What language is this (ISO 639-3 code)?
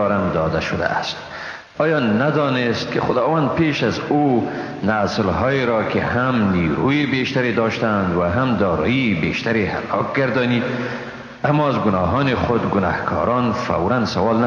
fas